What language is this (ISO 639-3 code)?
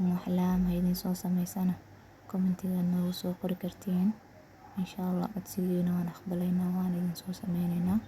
som